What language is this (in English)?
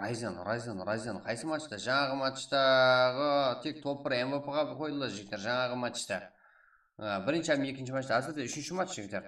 Kara-Kalpak